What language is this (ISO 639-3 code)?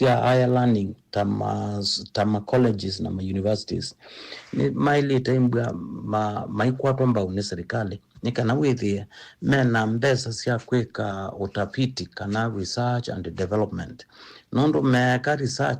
kam